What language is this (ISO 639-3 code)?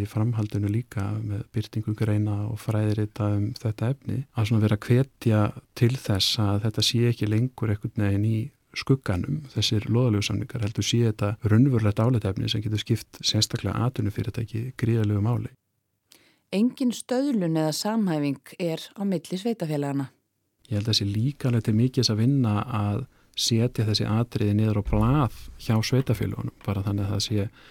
isl